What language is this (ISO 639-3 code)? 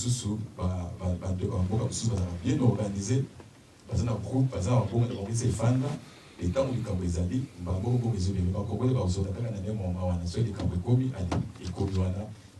lin